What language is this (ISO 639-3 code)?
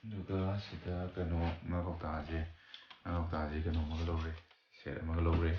mni